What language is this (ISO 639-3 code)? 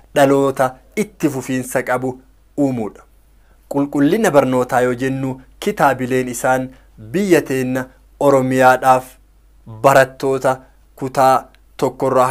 orm